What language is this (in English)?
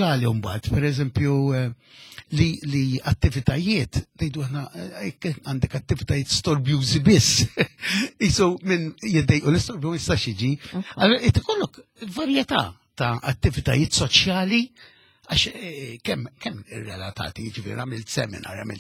Maltese